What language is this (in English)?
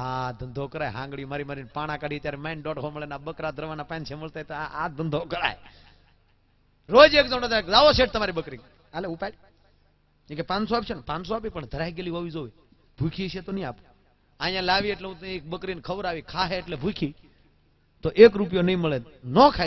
Gujarati